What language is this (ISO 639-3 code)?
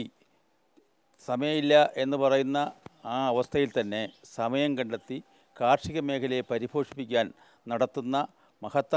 mal